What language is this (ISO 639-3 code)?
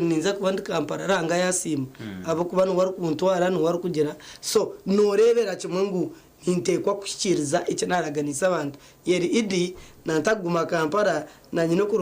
nyn